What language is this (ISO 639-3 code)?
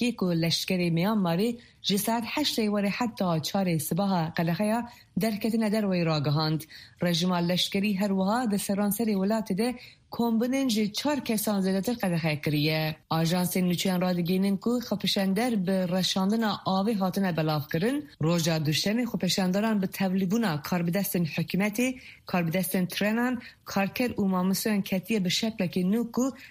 kur